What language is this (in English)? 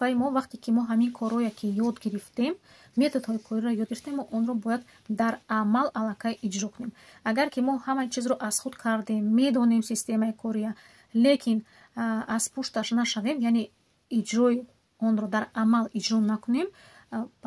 Tajik